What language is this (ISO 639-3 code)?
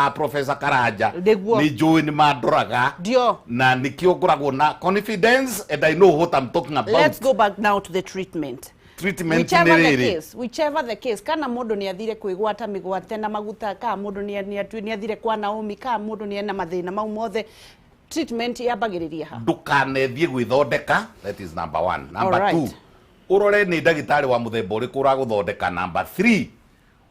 kik